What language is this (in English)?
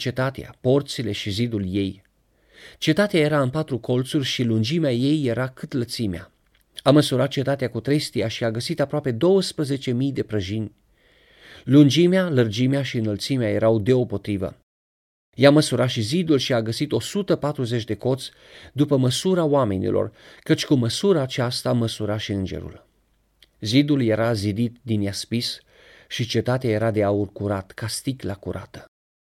Romanian